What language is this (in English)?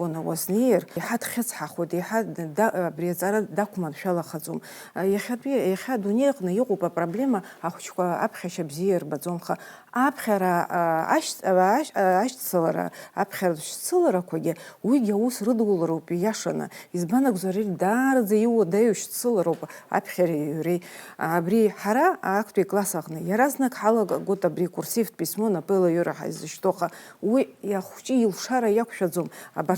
Abkhazian